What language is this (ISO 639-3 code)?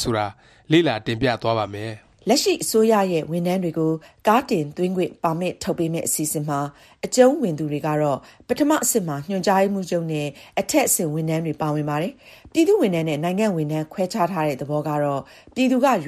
mya